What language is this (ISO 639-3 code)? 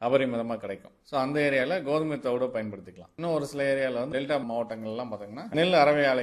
tam